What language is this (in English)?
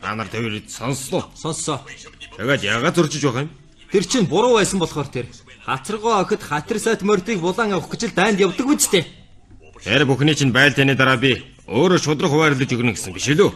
Mongolian